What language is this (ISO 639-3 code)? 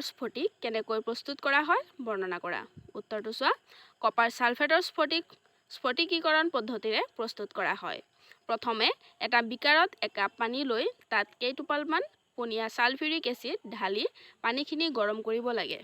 asm